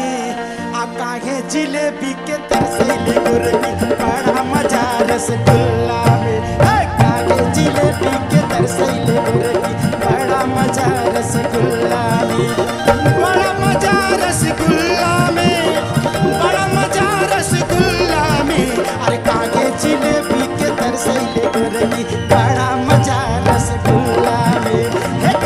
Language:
Bhojpuri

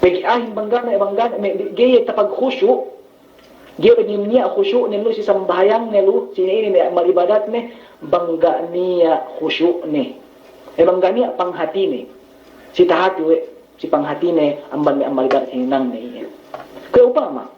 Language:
Yakan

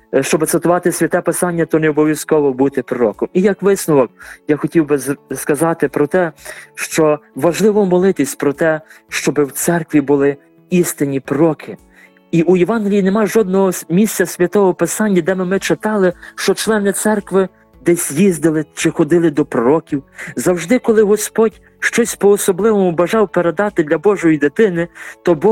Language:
Ukrainian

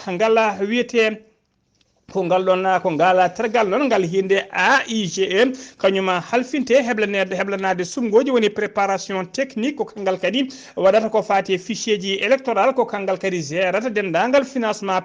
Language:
Fula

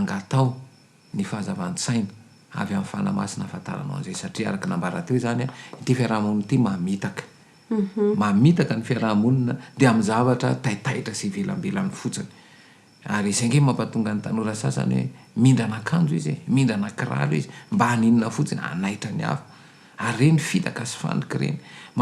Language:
Malagasy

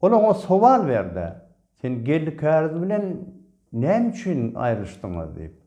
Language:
Turkmen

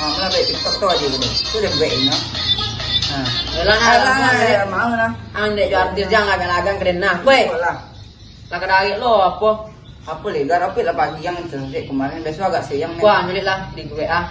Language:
Minangkabau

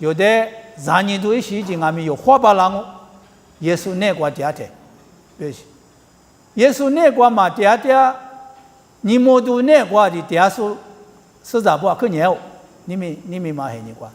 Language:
Lisu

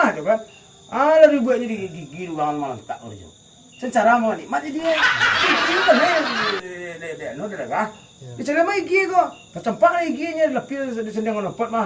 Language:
Minangkabau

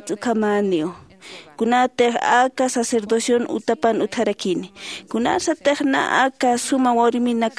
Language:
Aymara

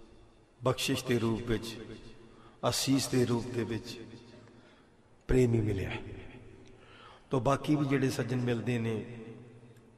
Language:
Punjabi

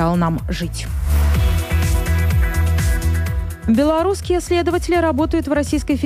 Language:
Russian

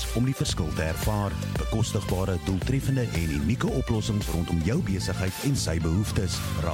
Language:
Afrikaans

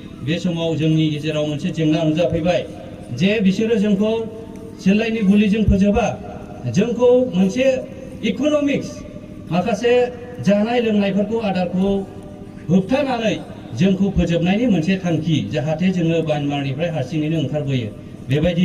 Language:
Bodo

